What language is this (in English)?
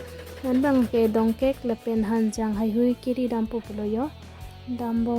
Karbi